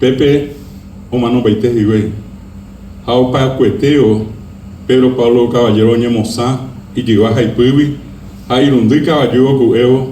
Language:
Guarani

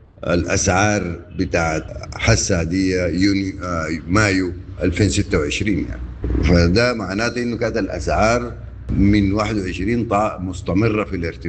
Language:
Sudanese Arabic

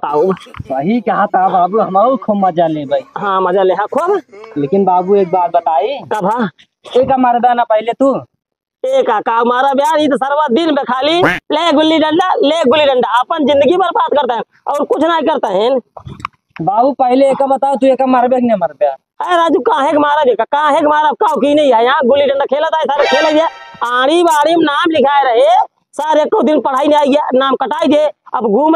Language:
Awadhi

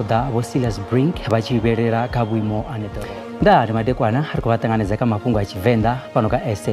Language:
Venda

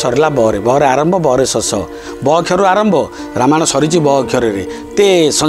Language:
Odia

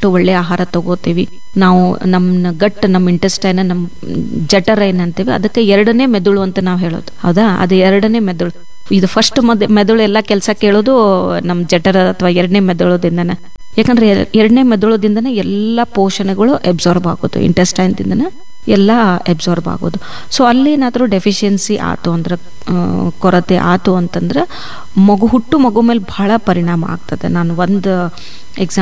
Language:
Kannada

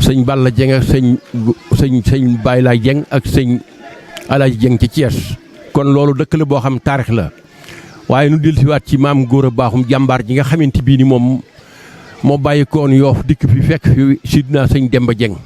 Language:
Wolof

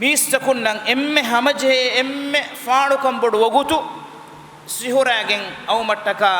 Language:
Divehi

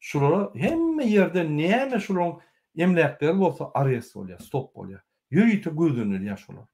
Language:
Turkmen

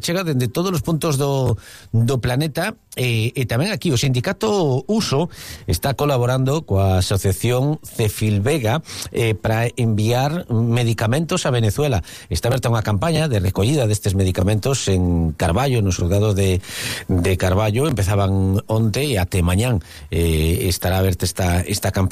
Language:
Galician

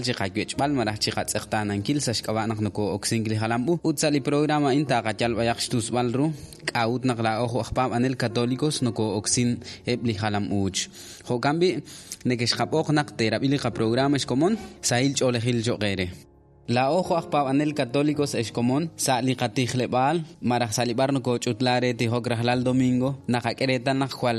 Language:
Kekchí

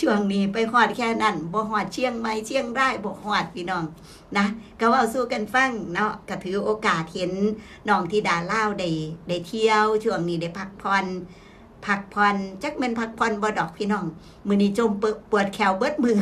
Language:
Northeastern Thai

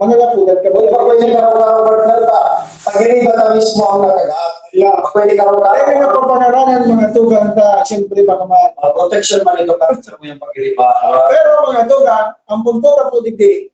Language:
Bikol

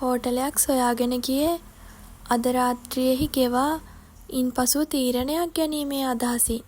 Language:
Sinhala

